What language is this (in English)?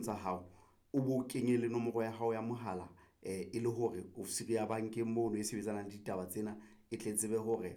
Southern Sotho